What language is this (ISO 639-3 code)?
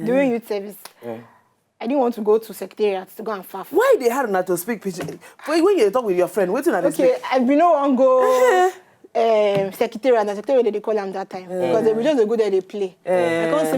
pcm